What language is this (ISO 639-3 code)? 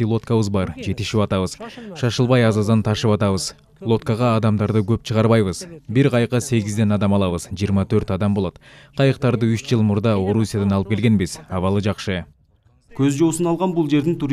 kir